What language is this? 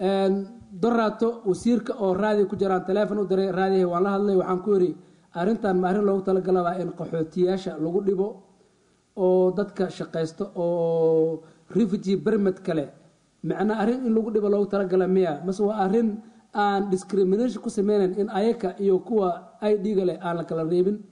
Somali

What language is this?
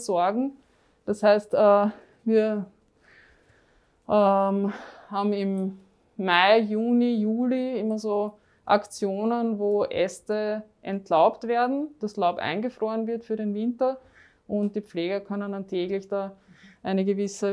German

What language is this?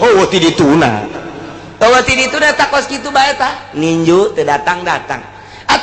Sundanese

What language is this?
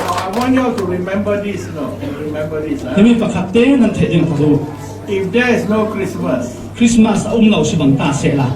Falam Chin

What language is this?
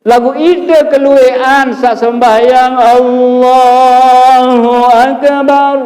Sasak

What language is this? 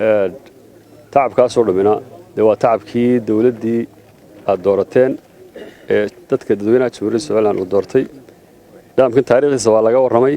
Somali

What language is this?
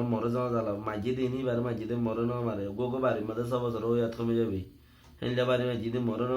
Rohingya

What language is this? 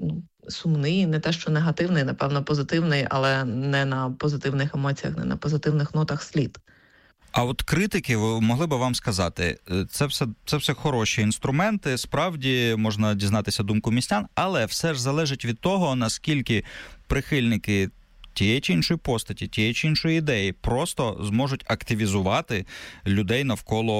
Ukrainian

